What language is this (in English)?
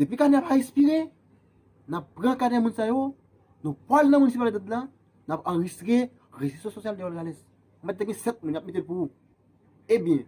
Haitian Creole